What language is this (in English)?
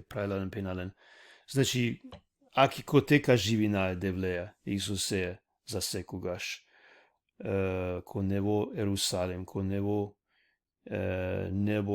Balkan Romani